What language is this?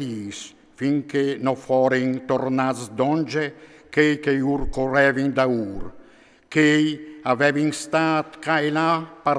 Friulian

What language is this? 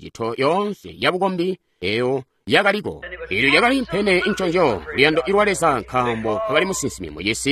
Tonga (Zambia)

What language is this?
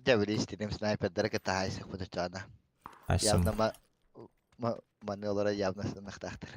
Yakut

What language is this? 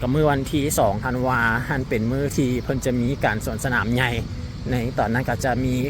Lao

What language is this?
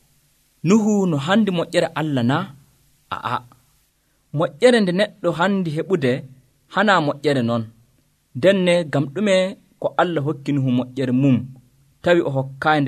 Nigerian Fulfulde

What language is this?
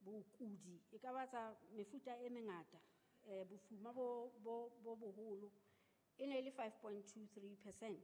Southern Sotho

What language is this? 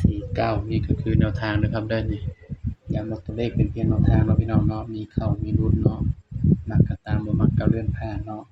Northeastern Thai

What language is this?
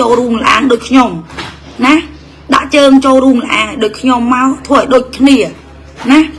Khmer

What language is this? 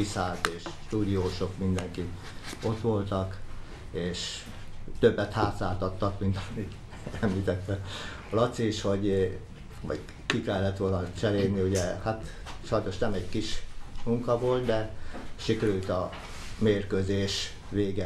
Hungarian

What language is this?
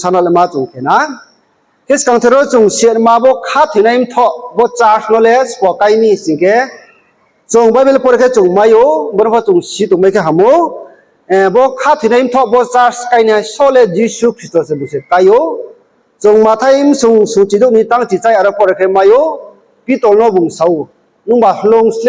Riang (India)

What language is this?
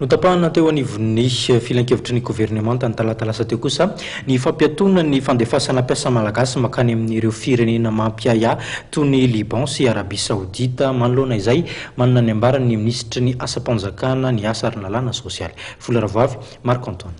Malagasy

